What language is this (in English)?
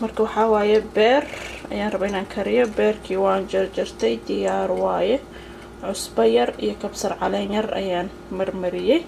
Somali